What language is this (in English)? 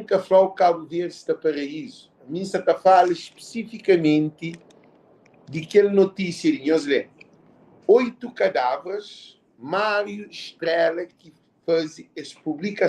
Kabuverdianu